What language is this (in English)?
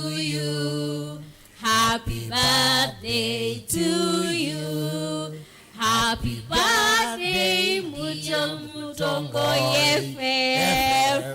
Kamba